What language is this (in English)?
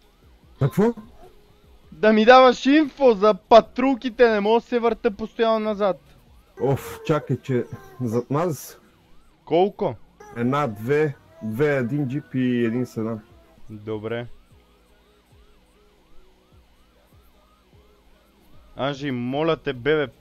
Bulgarian